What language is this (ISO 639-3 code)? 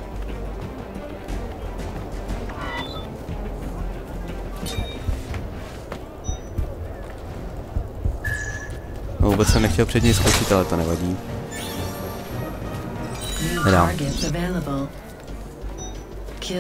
ces